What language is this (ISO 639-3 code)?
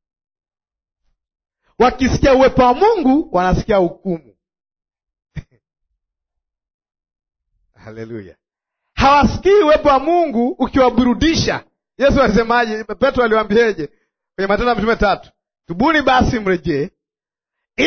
swa